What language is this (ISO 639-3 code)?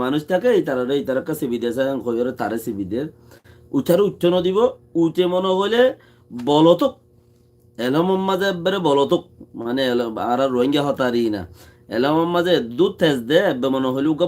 rhg